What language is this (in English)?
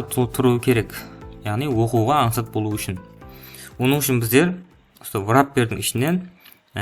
Kara-Kalpak